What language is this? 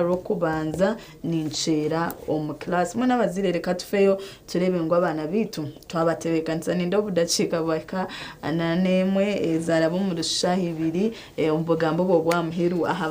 Nyankole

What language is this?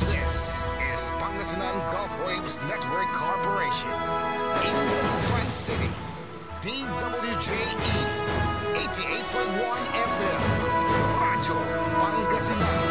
Pangasinan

